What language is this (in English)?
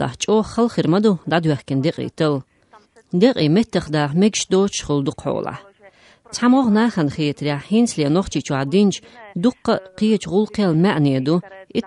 Chechen